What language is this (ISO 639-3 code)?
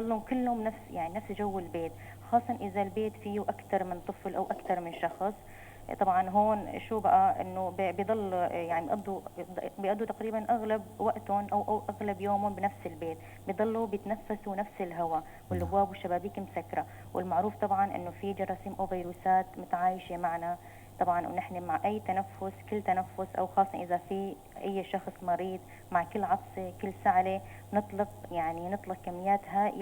apc